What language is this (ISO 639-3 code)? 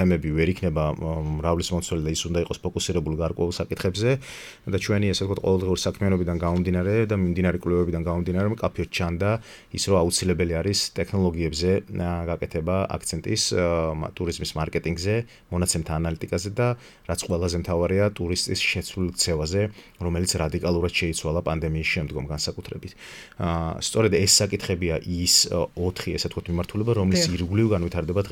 kat